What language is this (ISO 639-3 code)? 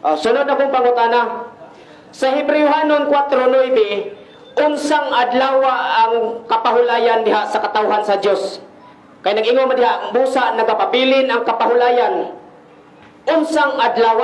ceb